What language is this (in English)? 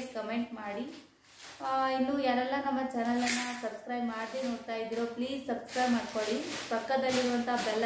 Kannada